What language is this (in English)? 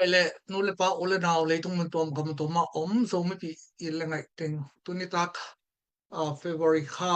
Tedim Chin